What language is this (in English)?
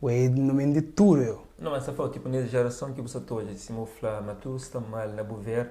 Kabuverdianu